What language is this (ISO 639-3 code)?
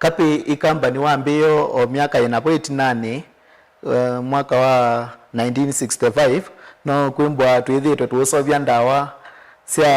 kam